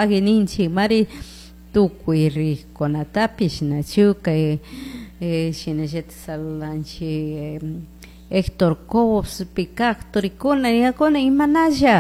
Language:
Chimborazo Highland Quichua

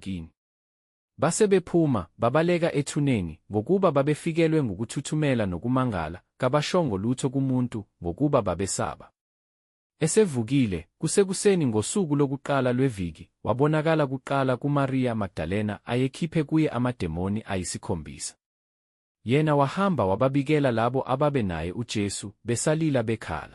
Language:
Zulu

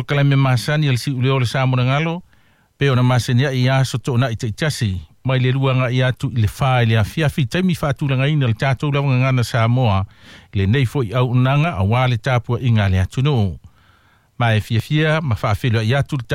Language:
Samoan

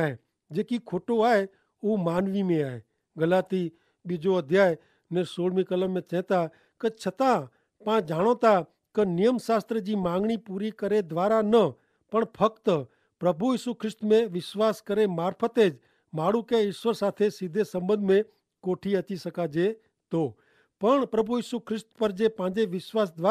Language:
Kachhi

